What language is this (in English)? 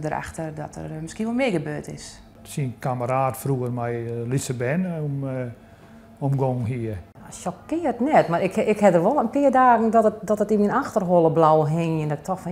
Western Frisian